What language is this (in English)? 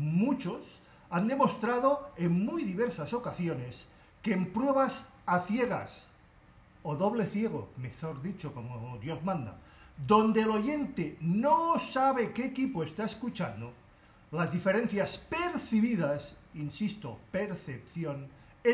Spanish